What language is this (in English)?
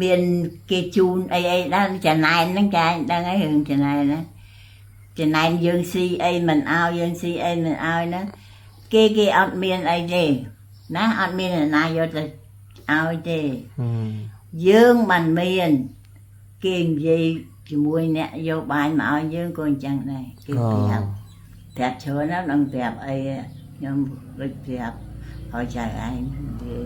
Khmer